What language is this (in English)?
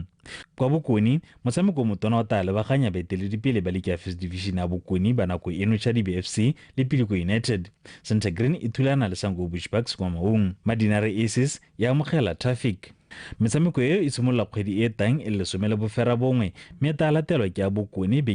Tswana